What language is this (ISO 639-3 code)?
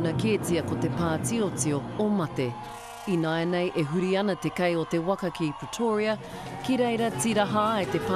mri